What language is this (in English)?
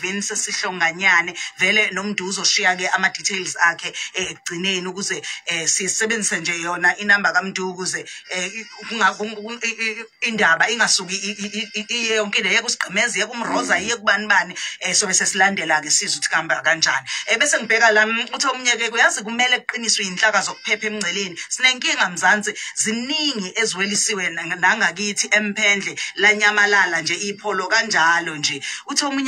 Zulu